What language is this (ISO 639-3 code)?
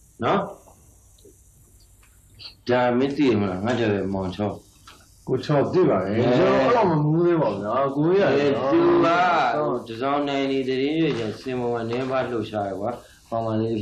mya